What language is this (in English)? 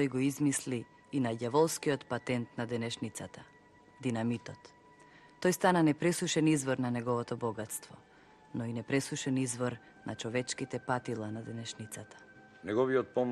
Macedonian